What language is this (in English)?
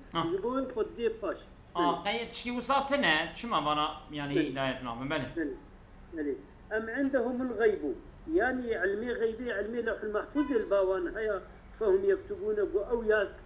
Kurdish